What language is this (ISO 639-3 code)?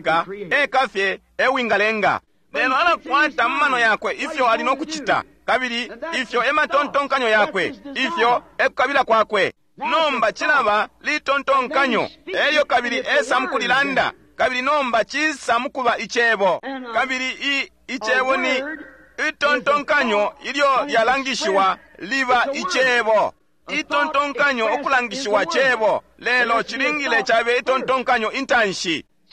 bem